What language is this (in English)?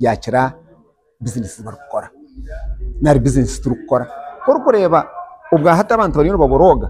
Nyankole